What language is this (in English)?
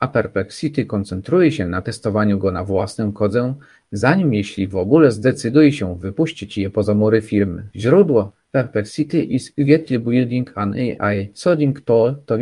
Polish